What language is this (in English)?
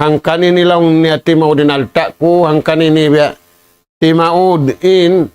Tausug